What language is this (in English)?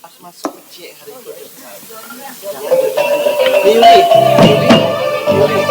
Minangkabau